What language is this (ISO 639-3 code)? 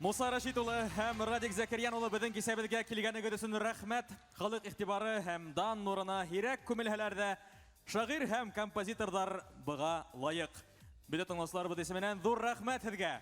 bak